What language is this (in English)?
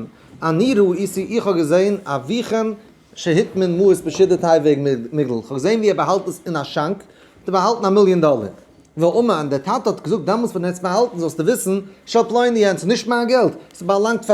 Yiddish